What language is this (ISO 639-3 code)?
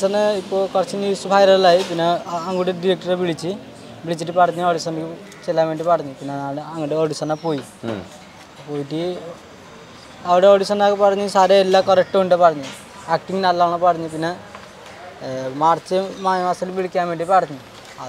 mal